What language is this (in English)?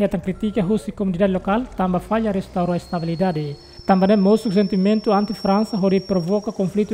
Tetum